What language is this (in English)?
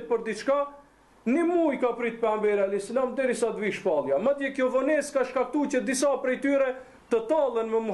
Albanian